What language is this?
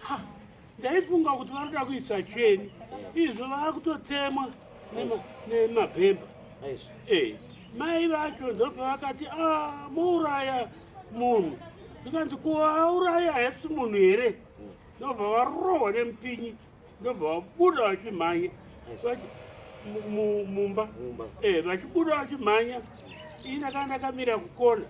Shona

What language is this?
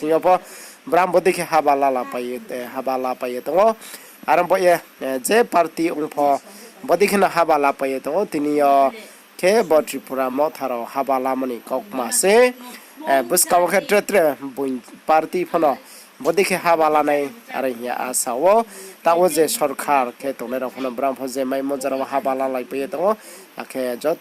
Riang (India)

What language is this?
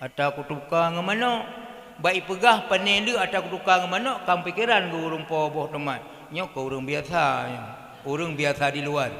Achinese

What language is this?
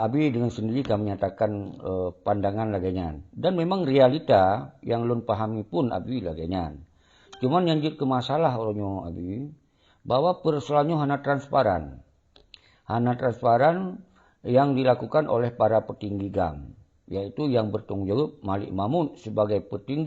Achinese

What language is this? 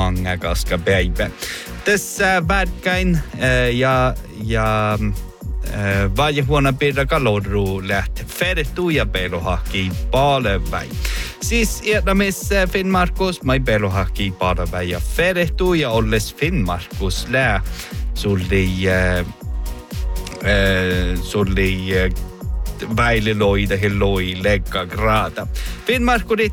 Northern Sami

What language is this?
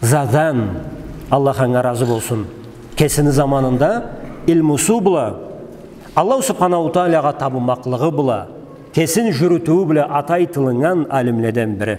Karachay-Balkar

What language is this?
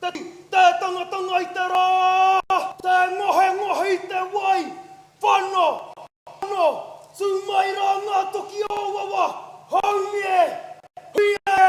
Māori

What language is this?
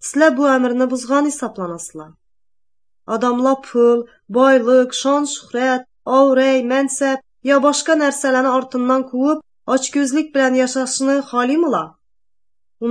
Azerbaijani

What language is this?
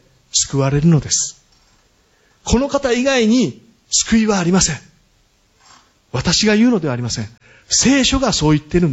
Japanese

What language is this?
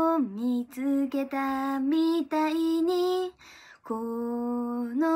Japanese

